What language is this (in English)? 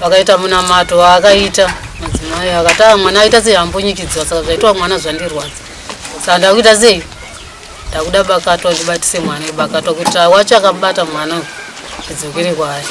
Shona